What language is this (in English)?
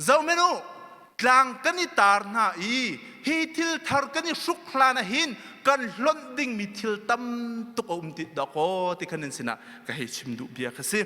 Hakha Chin